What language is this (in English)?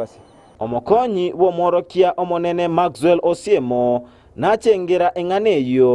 Gusii